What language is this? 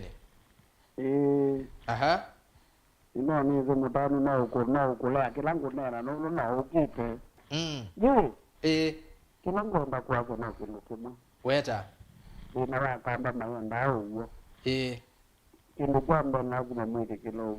Kamba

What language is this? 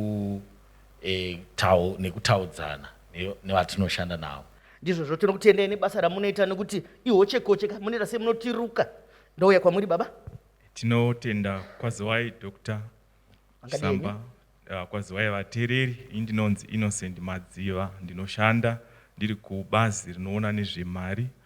Shona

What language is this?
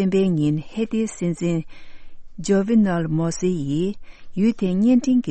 Tibetan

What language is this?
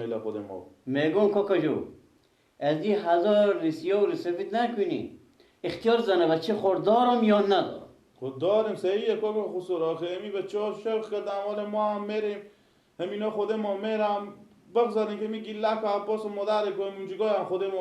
Persian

